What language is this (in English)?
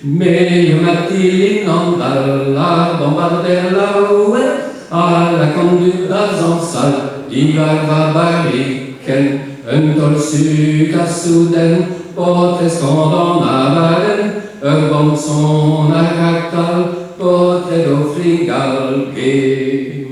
Breton